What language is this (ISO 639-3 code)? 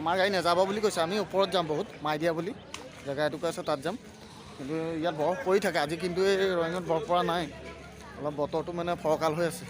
asm